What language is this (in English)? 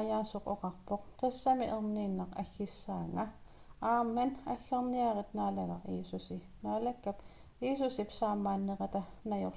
Kalaallisut